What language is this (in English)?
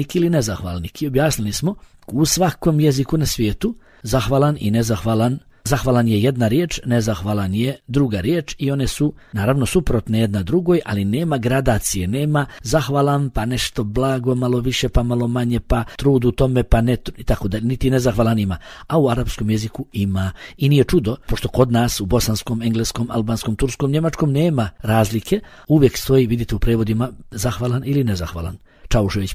Bosnian